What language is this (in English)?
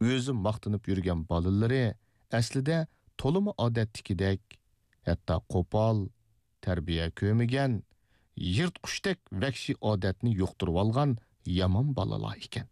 Uyghur